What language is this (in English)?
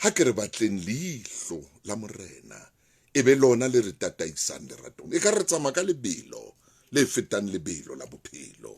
Southern Sotho